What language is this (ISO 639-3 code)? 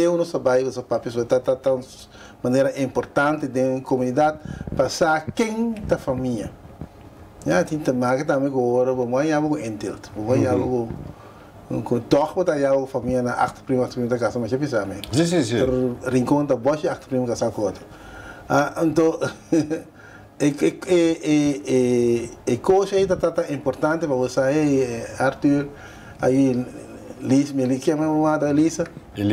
pap